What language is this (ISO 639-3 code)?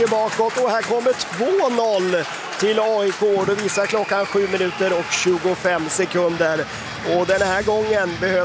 swe